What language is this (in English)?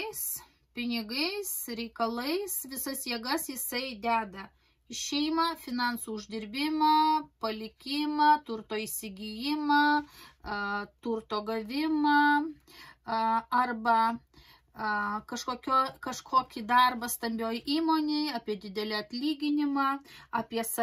Lithuanian